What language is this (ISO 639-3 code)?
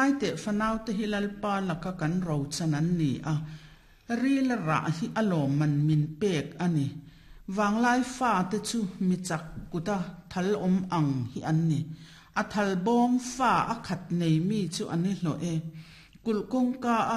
lus